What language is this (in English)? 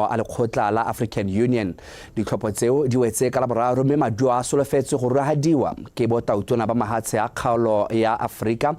Tswana